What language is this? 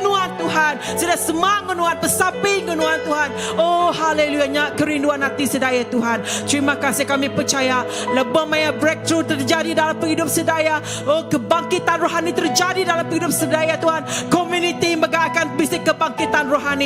Iban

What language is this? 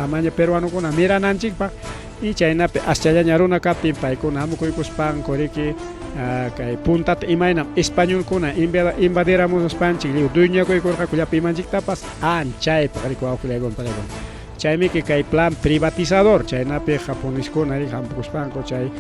Ayacucho Quechua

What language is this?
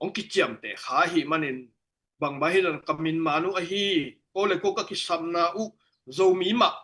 Tedim Chin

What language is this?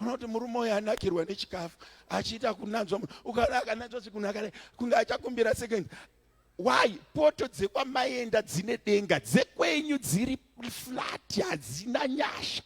Shona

